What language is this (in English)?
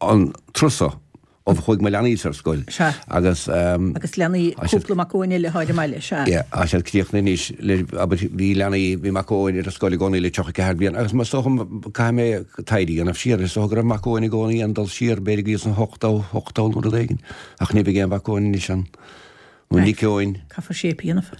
Irish